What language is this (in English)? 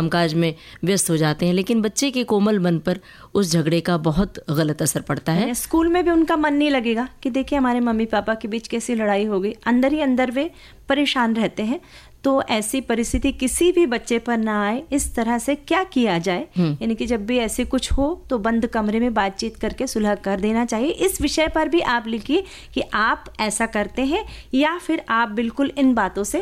Hindi